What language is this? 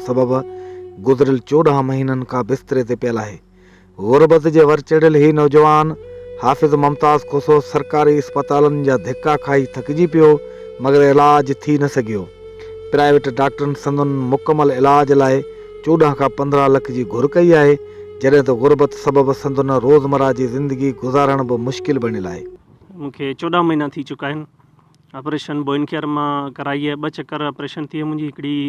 Sindhi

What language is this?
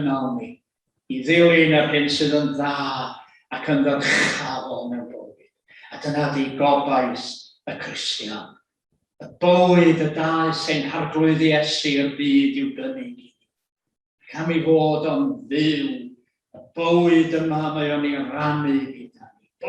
Welsh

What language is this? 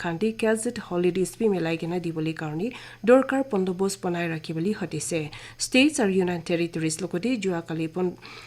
Naga Pidgin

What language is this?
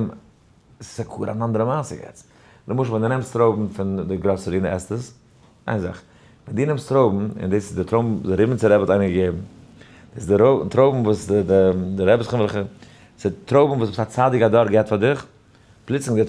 Yiddish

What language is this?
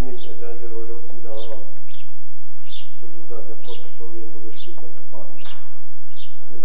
Kazakh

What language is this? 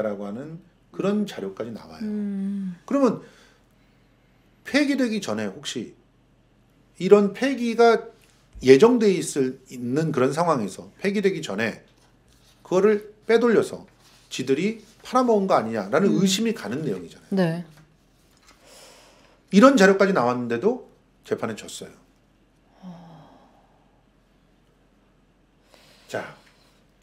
Korean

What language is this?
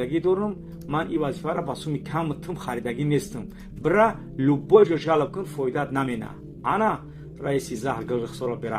Tajik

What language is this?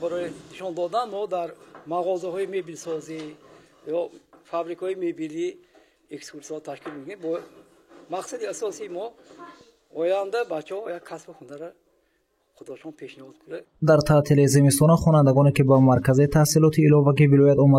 Tajik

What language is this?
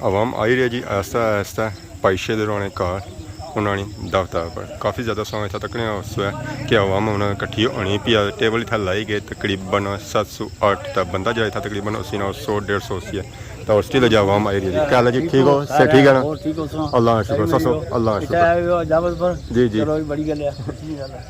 Pahari-Potwari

